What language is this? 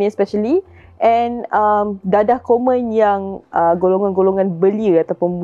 Malay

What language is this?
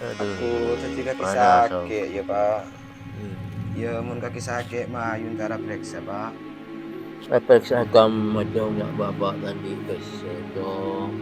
Madurese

